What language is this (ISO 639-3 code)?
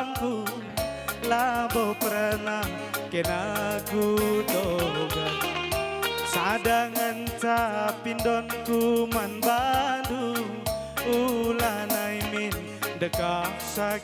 btx